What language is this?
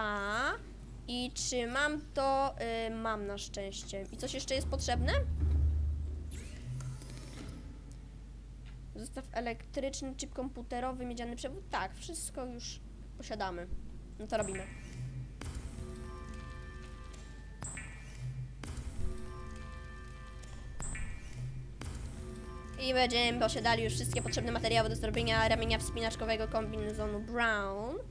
Polish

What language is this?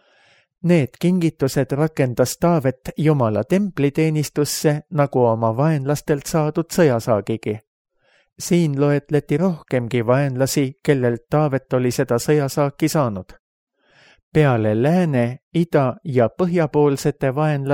Estonian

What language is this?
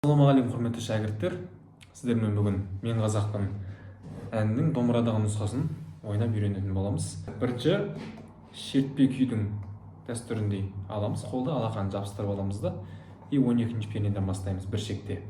Kazakh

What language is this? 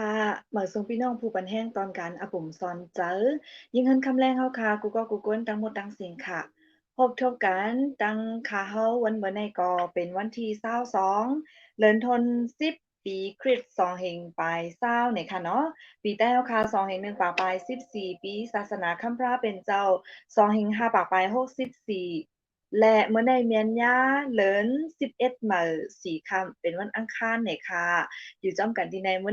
Shan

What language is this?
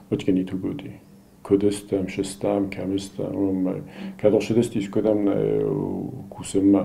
Ossetic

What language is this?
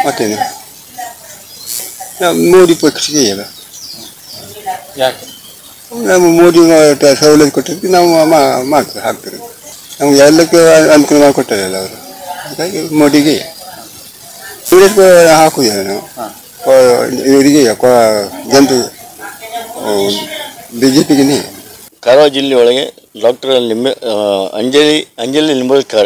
Kannada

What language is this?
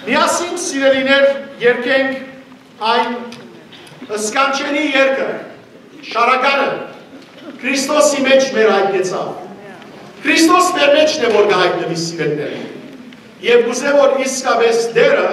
Western Armenian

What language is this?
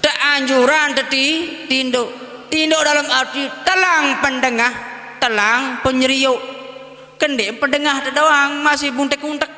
Sasak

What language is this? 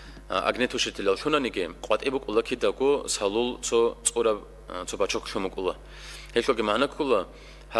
Avaric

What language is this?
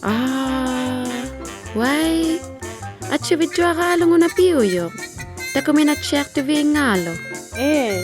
Inuktitut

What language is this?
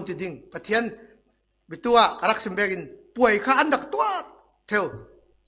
Falam Chin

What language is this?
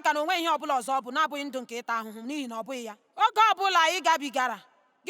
Igbo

